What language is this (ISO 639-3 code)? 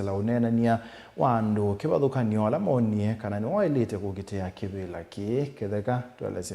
kam